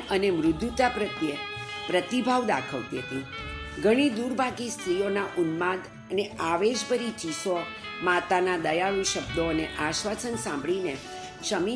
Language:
Gujarati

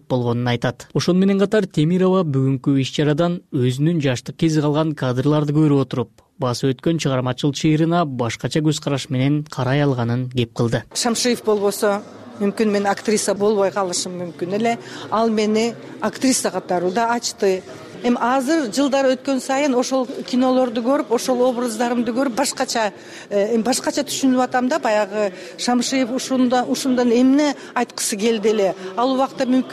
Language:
Kyrgyz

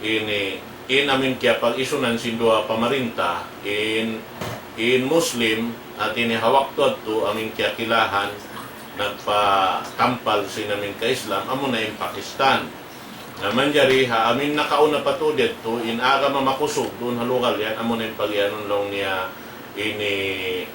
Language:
Tausug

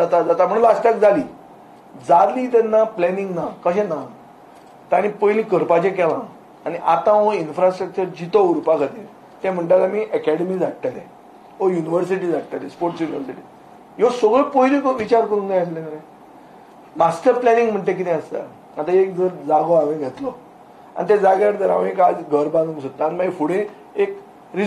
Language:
Konkani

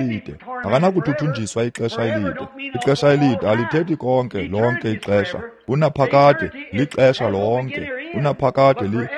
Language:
Xhosa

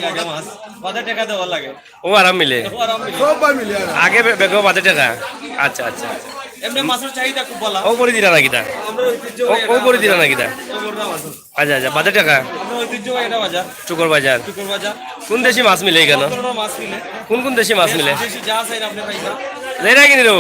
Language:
Sylheti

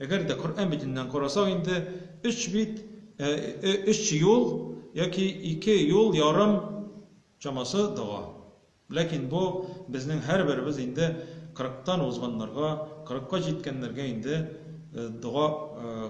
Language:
Tatar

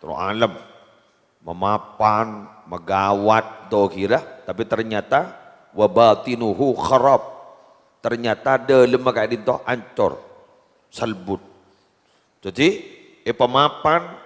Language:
Madurese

